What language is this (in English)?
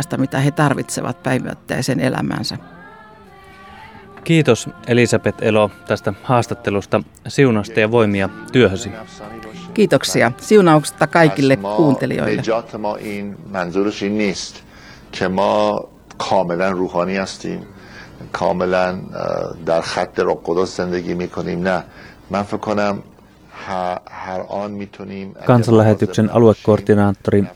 Finnish